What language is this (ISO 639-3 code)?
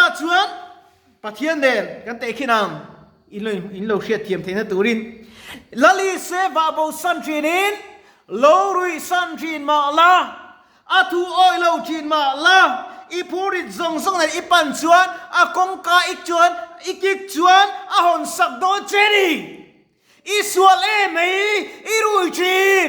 lus